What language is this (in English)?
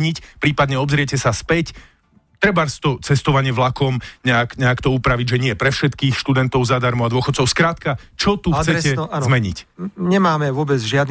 Slovak